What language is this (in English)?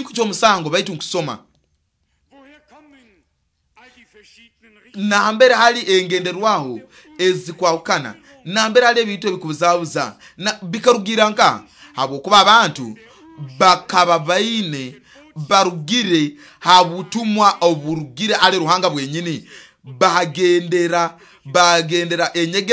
Nyoro